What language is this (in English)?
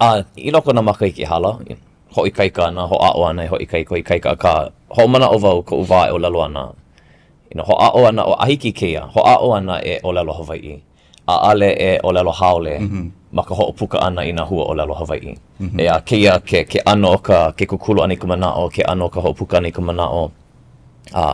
Hawaiian